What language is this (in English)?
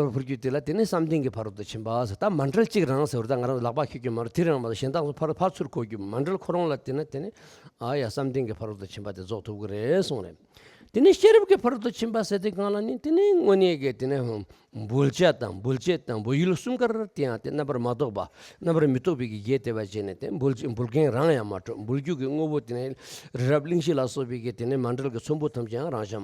Tibetan